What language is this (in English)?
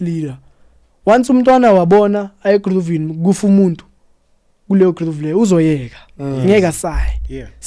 Zulu